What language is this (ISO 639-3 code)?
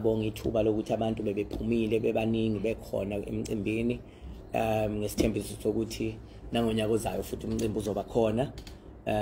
zul